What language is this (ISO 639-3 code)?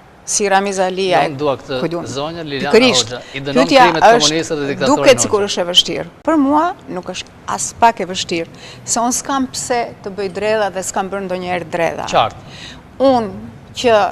sqi